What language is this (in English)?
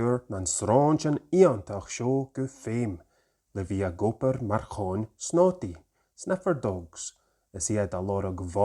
Scottish Gaelic